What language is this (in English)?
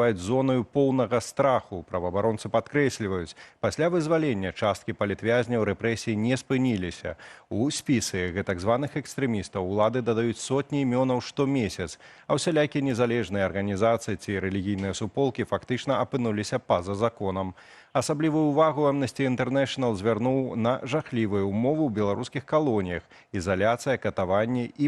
Belarusian